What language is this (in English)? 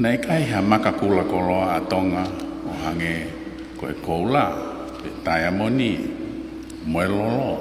Tongan